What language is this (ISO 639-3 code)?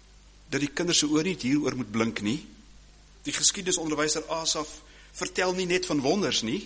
afr